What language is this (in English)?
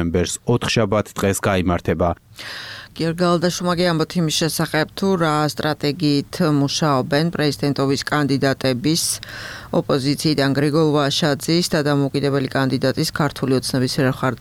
Georgian